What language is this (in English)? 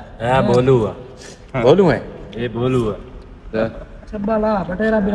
Saraiki